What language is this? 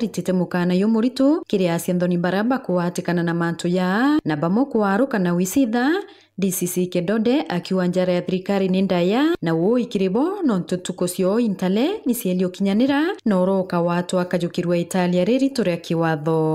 Meru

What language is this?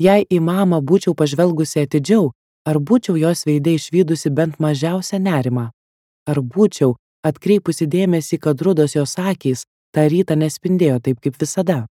Lithuanian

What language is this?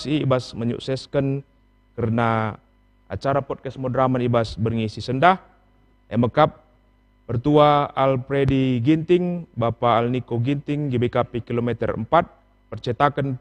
Batak Karo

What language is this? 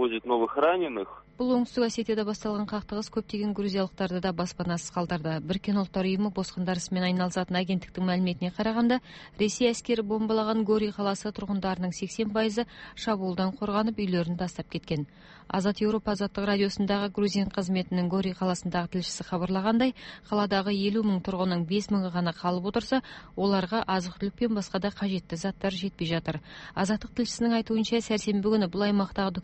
Kazakh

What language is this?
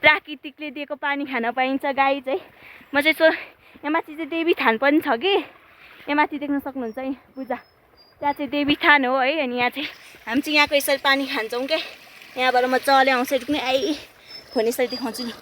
Nepali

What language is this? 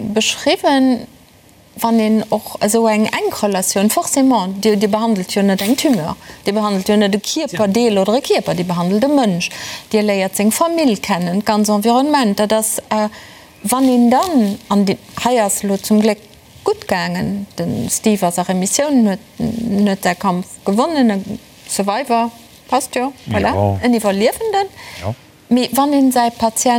Luxembourgish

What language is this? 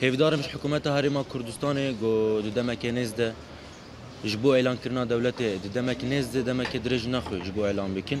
Kurdish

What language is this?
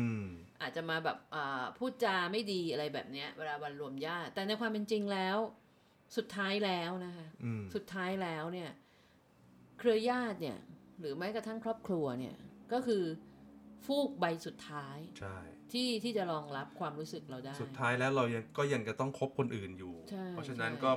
Thai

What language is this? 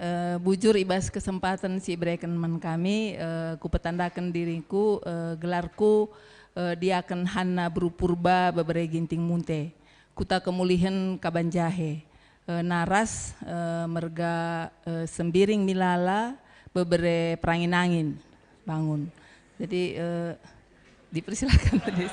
Batak Karo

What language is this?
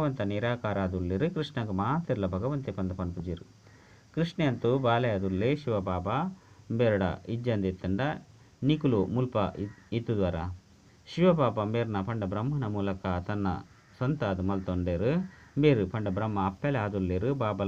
Tulu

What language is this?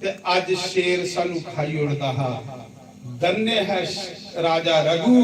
Dogri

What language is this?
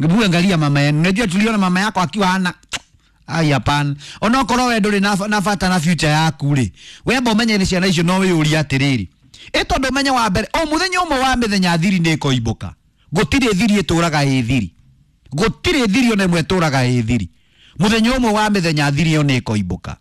Kikuyu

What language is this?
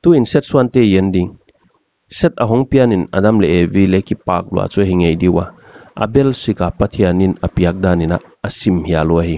Paite Chin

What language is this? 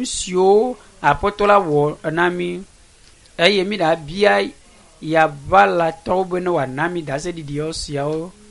Ewe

